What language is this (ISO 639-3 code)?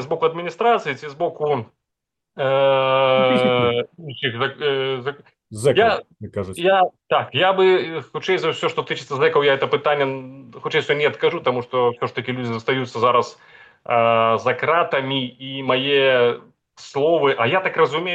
bel